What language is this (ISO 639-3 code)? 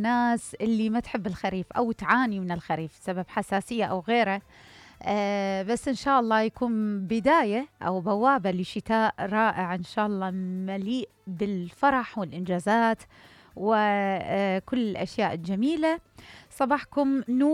acm